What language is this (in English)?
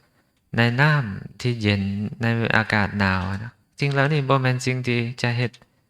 Lao